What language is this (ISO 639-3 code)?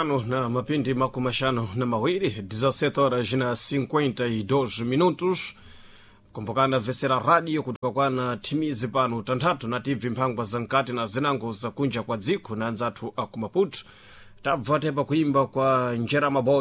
seh